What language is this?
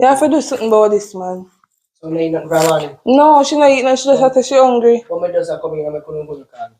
Jamaican Creole English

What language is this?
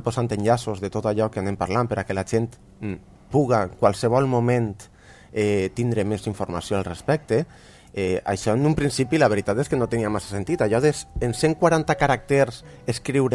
Catalan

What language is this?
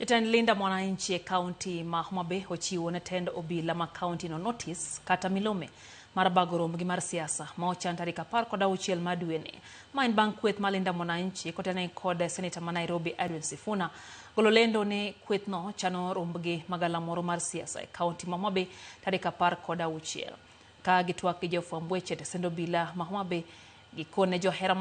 Luo (Kenya and Tanzania)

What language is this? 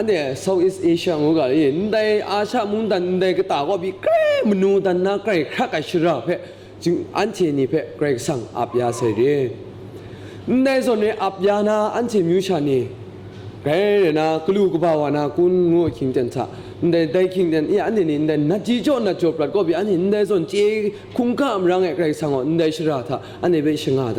Kachin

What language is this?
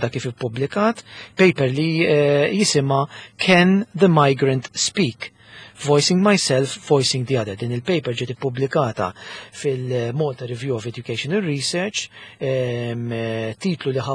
Maltese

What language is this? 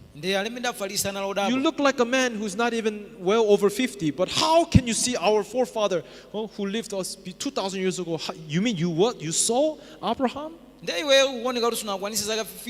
Nyanja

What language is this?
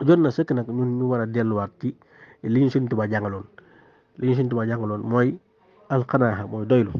Wolof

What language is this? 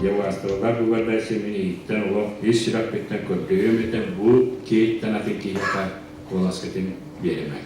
Yakut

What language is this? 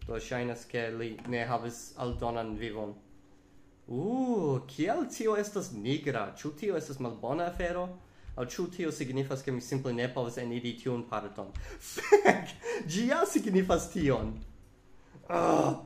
Esperanto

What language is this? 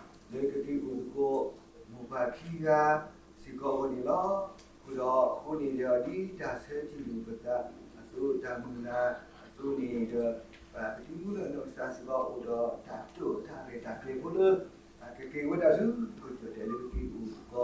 S'gaw Karen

